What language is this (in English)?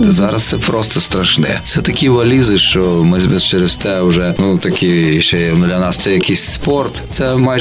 Ukrainian